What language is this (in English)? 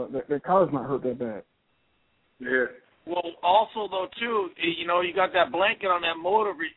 English